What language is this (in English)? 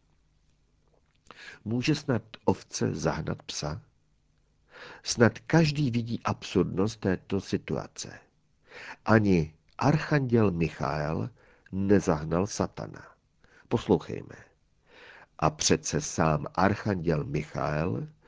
Czech